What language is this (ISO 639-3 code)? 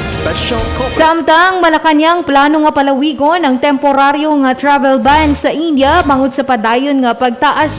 hil